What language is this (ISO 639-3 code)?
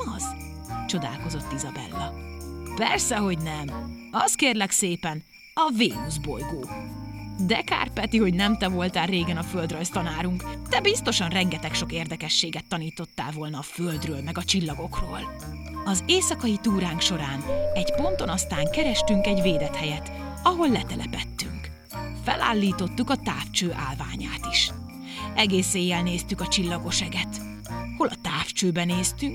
hun